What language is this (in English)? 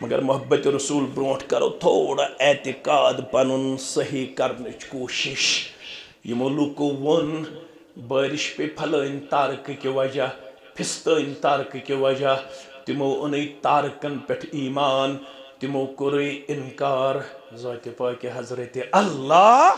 Kashmiri